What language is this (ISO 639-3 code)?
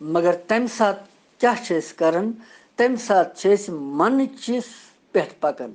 kas